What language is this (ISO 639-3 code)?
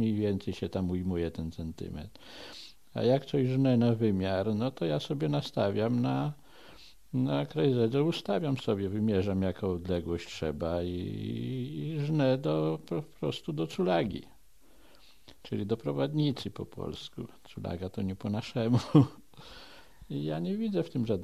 pol